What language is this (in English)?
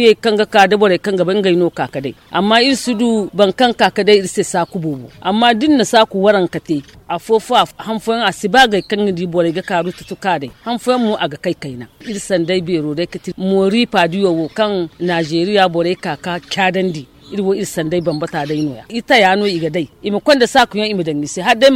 Zarma